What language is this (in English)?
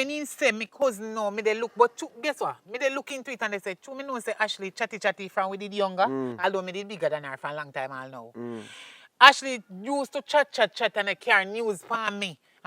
Jamaican Creole English